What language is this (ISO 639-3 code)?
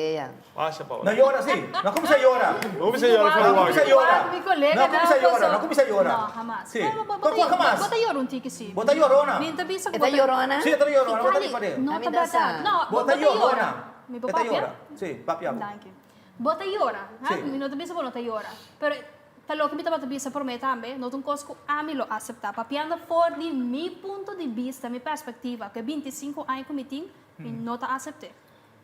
pap